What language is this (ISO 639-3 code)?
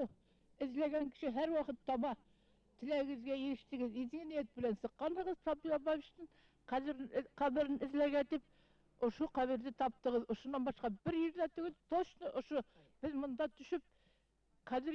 bak